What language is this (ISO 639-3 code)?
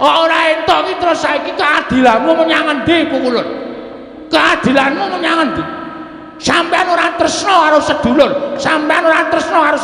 jav